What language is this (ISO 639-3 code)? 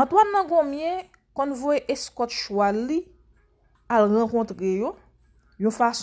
hat